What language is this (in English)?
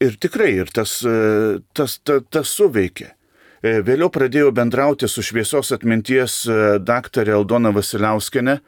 Lithuanian